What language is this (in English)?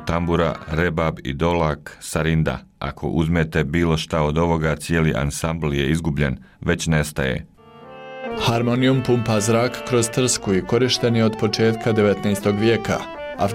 Bosnian